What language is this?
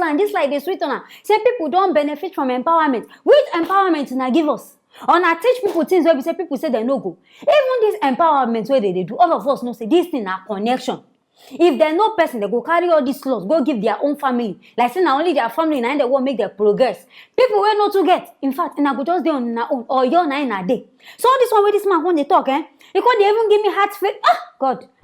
Nigerian Pidgin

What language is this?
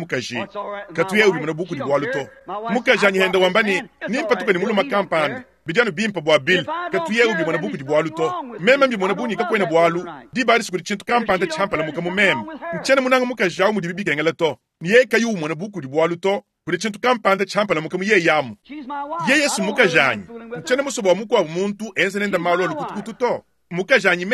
Luba-Lulua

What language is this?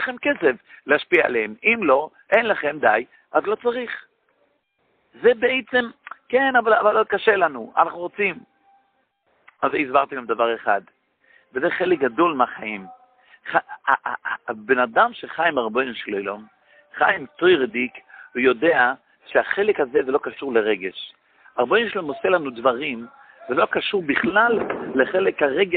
Hebrew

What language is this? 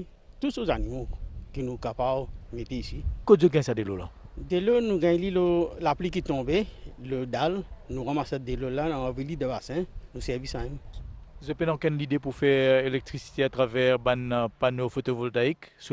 Morisyen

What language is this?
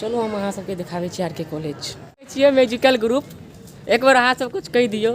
Maithili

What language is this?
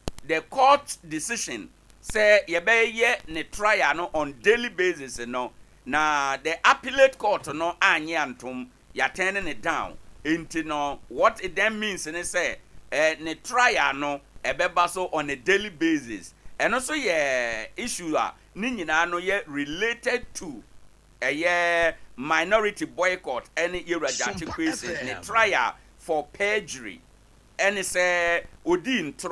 Akan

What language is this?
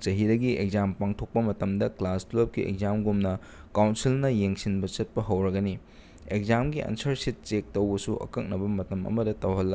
Manipuri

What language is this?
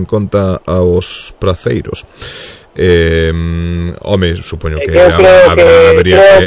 Galician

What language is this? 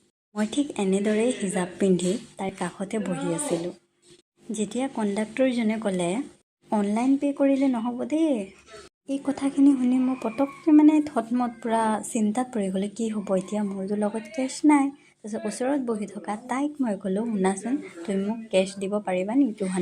Assamese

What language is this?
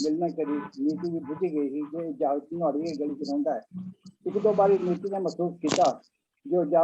Dogri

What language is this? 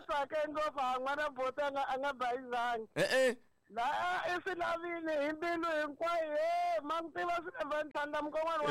Tsonga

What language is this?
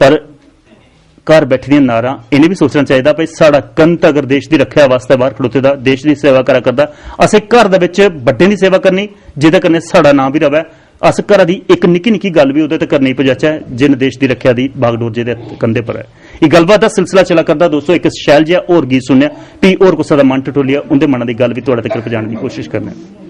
Dogri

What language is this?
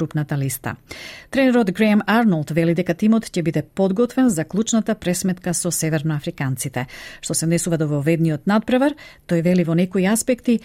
Macedonian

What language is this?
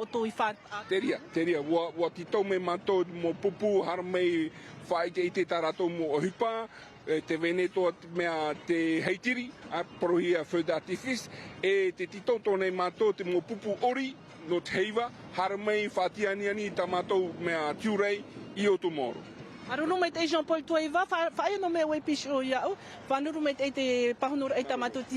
Tahitian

